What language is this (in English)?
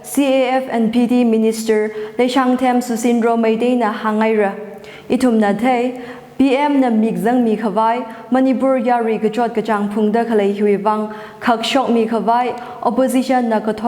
Tangkhul Naga (India)